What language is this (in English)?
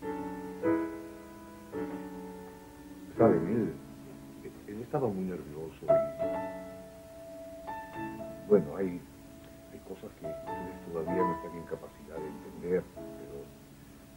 Spanish